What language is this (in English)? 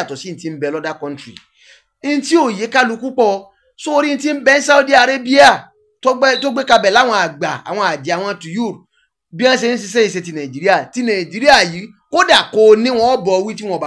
Yoruba